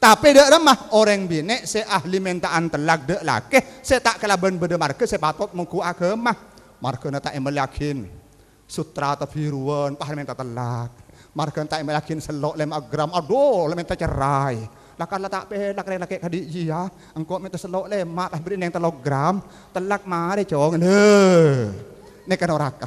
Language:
Madurese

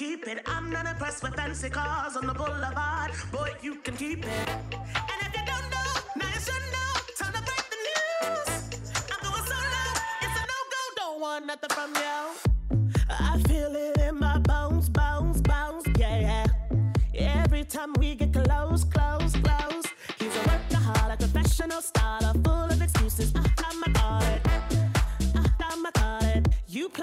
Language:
English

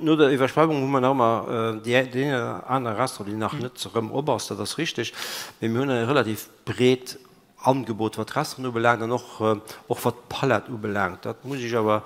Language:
Luxembourgish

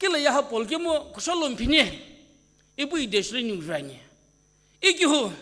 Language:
Sumi Naga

